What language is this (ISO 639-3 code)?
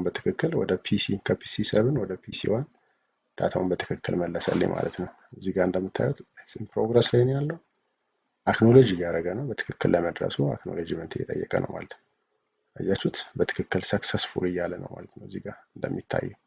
amh